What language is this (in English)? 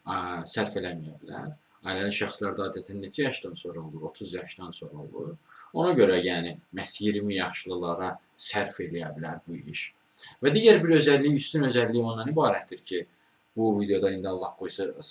Azerbaijani